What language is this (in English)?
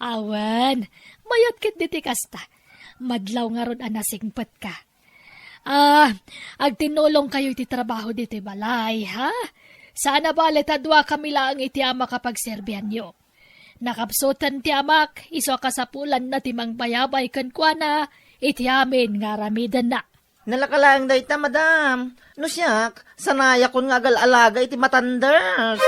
Iloko